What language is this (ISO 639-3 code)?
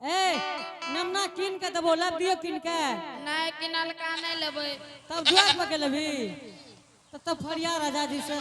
anp